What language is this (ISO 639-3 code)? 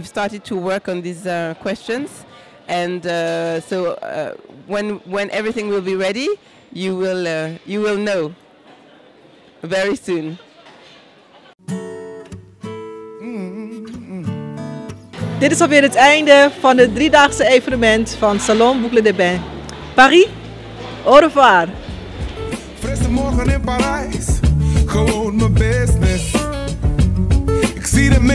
nld